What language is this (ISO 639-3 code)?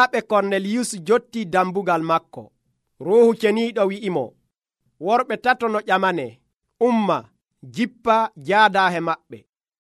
fuv